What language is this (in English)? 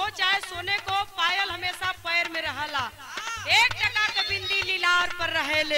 Bhojpuri